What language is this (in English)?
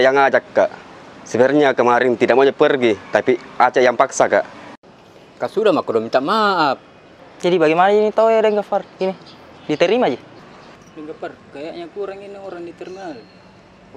Makassar Malay